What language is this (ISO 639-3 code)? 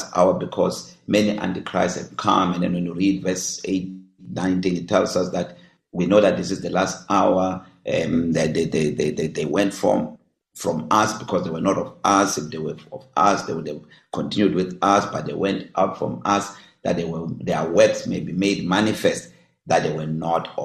eng